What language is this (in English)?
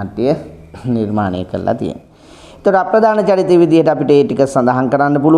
Sinhala